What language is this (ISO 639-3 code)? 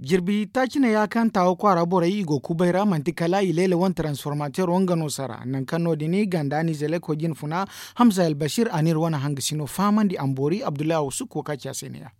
dje